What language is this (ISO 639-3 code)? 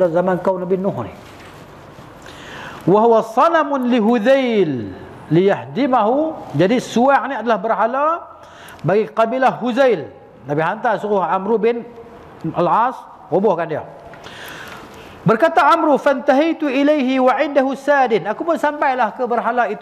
msa